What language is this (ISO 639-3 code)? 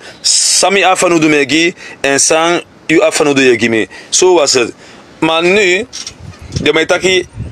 srn